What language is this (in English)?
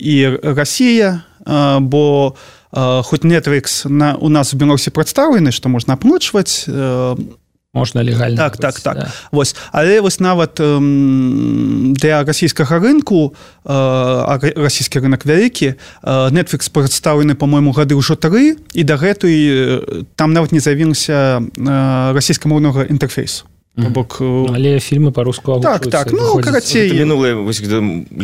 Belarusian